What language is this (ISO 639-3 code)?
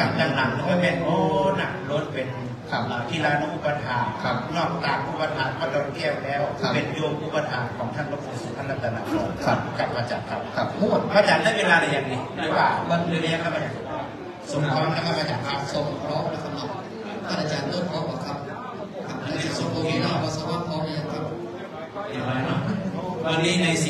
tha